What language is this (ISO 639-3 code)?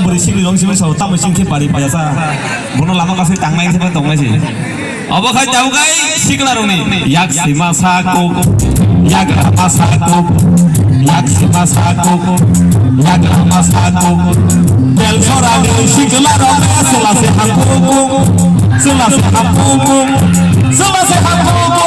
trp